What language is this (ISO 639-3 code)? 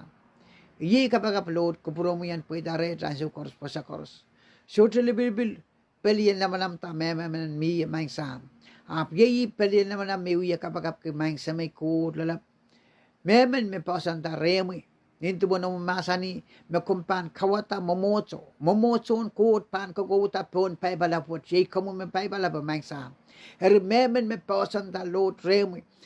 pon